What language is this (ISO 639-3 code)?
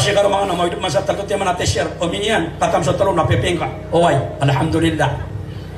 mrw